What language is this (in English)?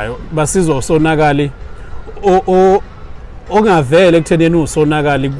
Zulu